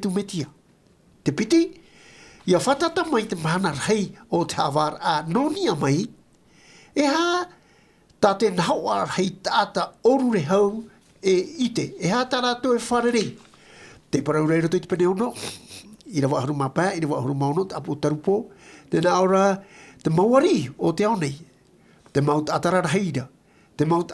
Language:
Tahitian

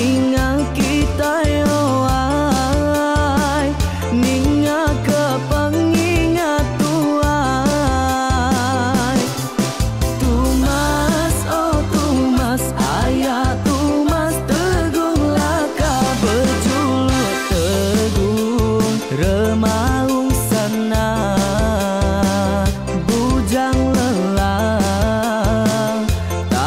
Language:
Iban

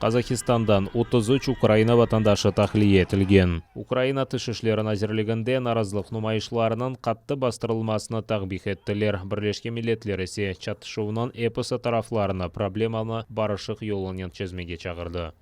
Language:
Crimean Tatar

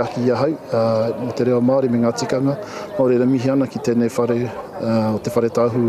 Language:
Māori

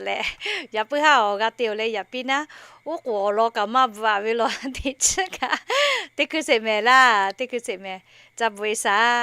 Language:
Lahu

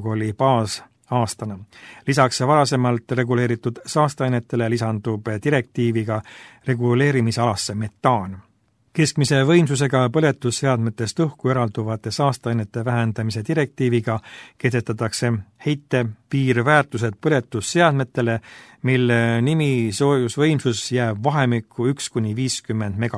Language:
Estonian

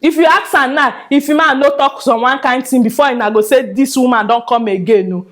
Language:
Nigerian Pidgin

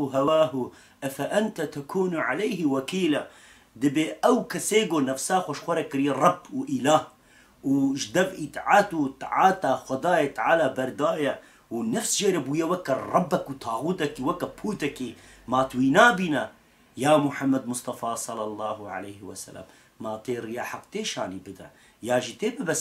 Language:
Kurdish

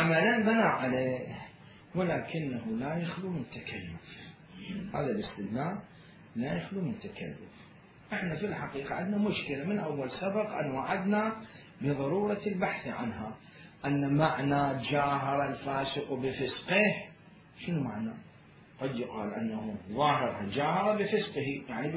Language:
Mesopotamian Arabic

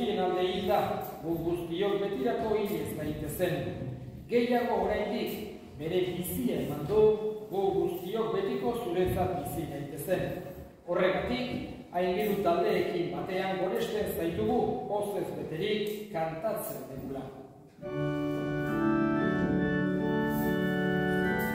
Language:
Basque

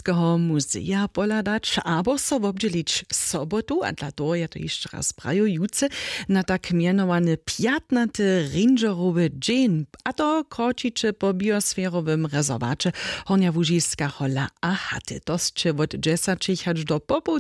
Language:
Upper Sorbian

